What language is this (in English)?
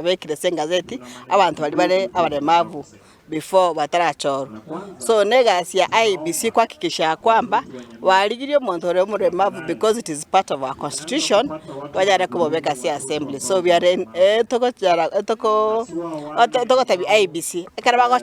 Gusii